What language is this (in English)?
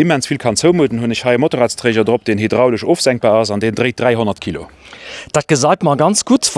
Luxembourgish